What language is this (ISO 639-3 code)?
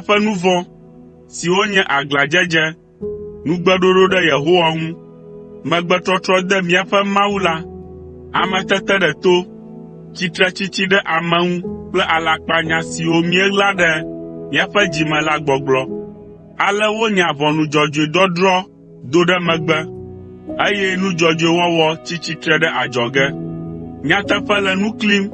ewe